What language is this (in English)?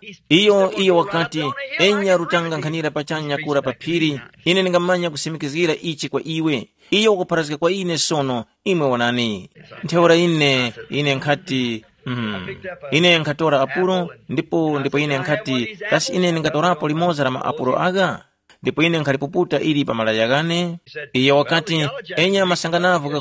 Tumbuka